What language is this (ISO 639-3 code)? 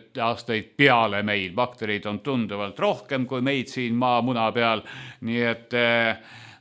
est